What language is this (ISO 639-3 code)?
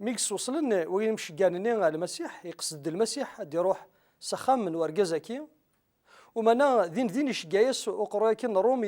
kab